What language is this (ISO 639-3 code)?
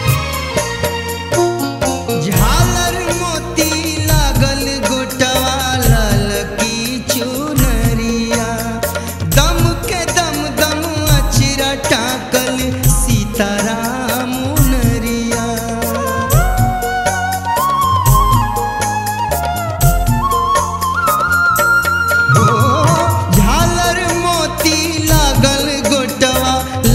bho